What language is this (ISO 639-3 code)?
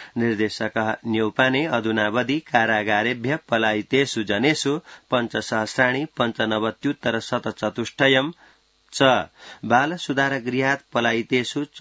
san